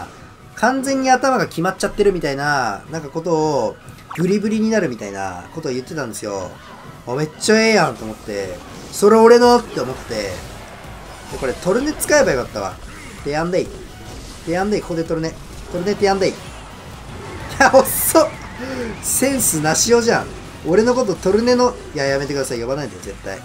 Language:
Japanese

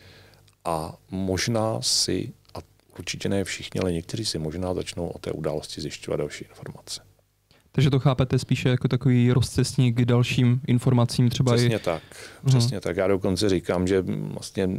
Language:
Czech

